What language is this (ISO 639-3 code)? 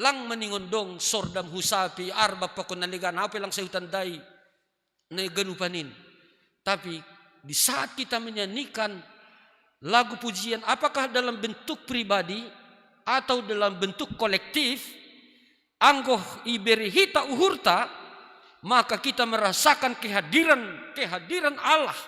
bts